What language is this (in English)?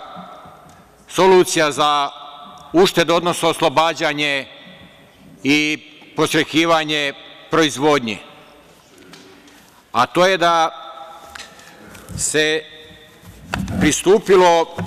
Serbian